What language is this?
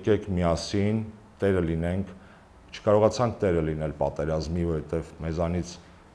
Armenian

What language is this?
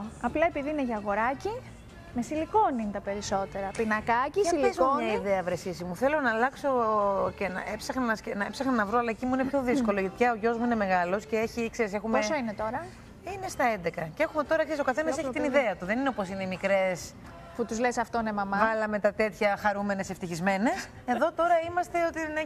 Greek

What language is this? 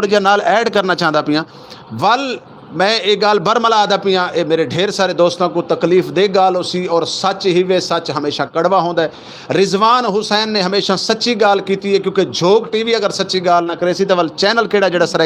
Saraiki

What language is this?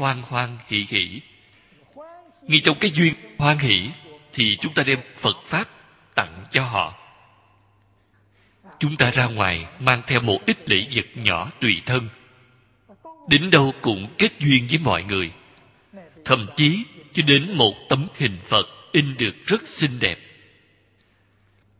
Vietnamese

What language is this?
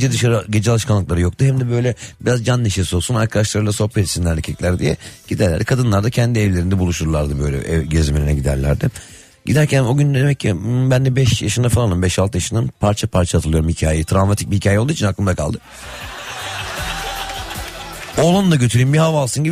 Turkish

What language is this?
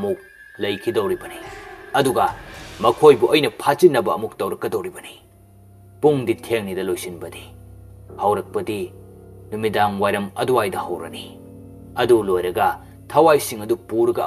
Manipuri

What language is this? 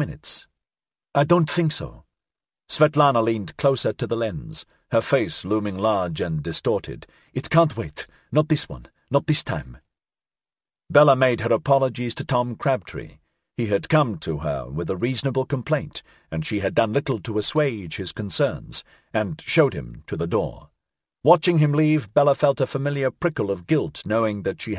English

